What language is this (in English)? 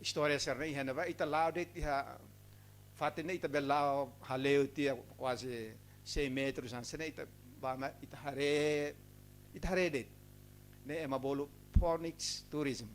Tetum